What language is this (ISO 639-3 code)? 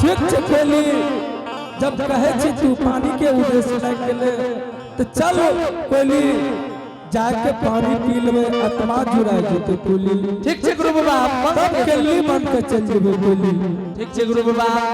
anp